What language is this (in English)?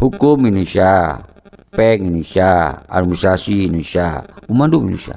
Achinese